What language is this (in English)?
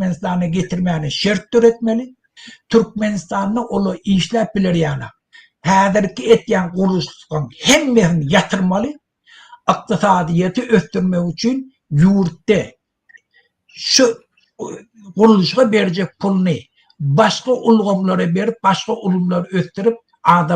Turkmen